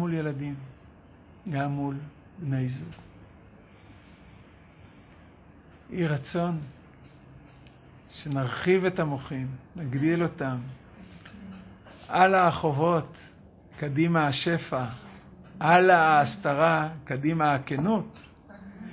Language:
Hebrew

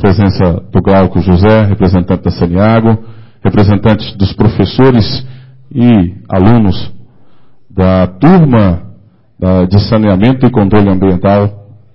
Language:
Portuguese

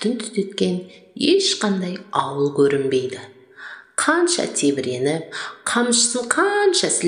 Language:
Kazakh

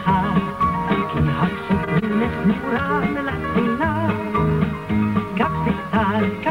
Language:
Hebrew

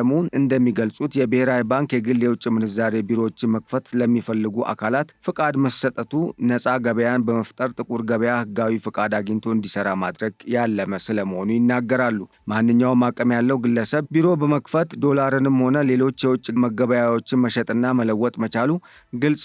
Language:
Amharic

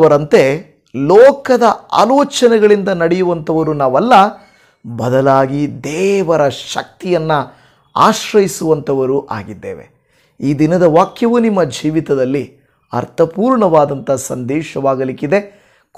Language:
Kannada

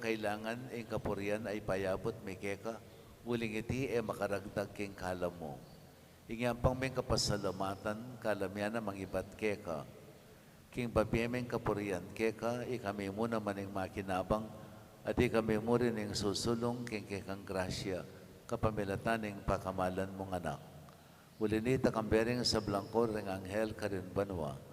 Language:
Pampanga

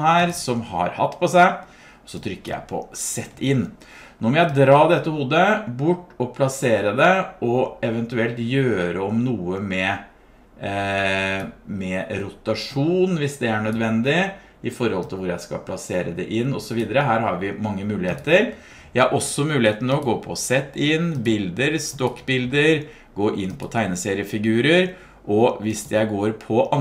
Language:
Norwegian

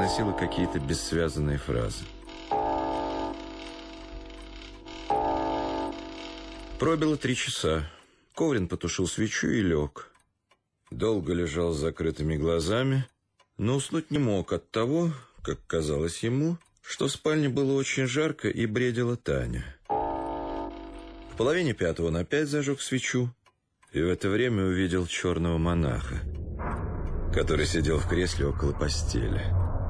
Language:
Russian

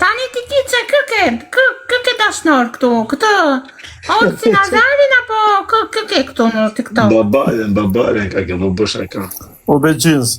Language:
Albanian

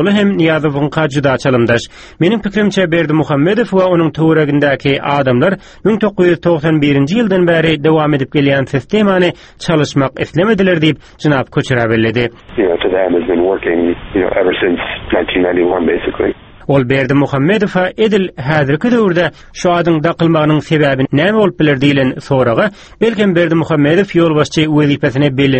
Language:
Turkmen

